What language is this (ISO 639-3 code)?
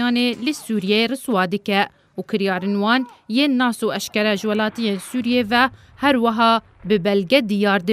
kur